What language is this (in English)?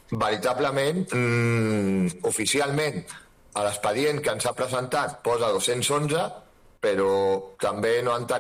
Catalan